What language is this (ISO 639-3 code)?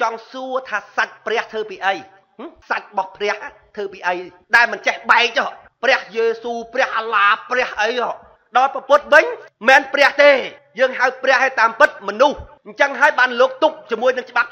khm